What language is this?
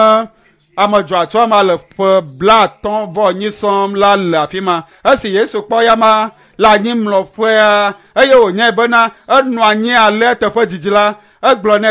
Ewe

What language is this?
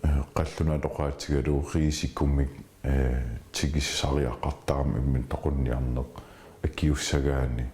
Kalaallisut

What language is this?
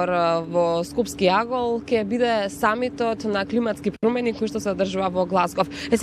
Macedonian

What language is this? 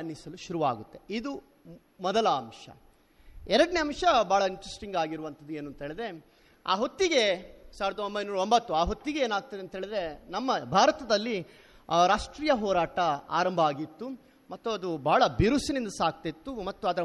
Kannada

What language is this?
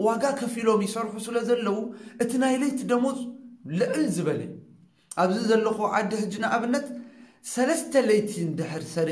Tigrinya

